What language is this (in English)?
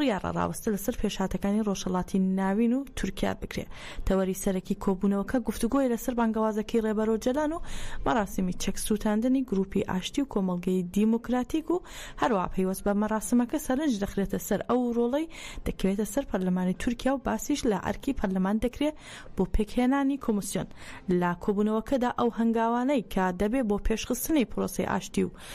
Central Kurdish